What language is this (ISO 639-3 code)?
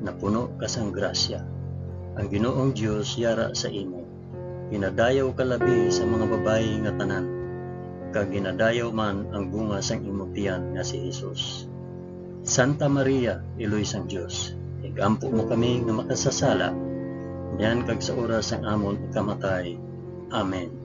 hil